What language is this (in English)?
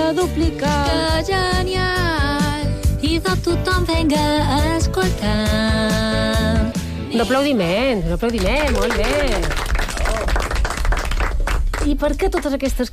Catalan